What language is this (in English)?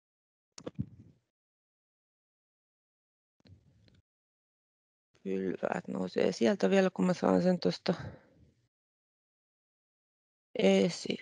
Finnish